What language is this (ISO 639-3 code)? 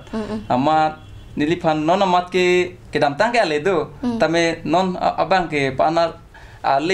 mjw